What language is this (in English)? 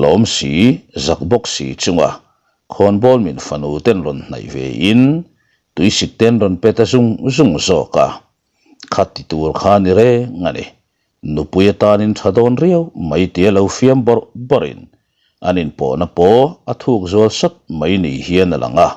Mizo